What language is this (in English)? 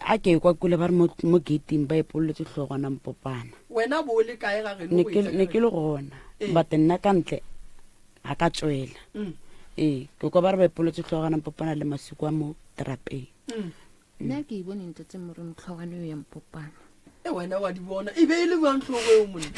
Northern Sotho